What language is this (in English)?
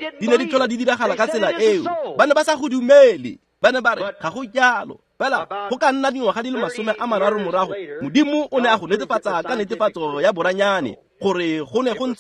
Tswana